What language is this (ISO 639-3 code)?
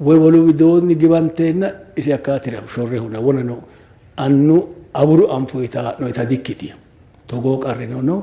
sid